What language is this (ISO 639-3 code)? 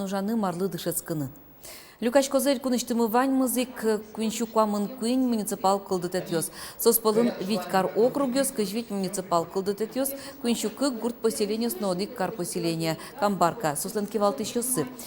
udm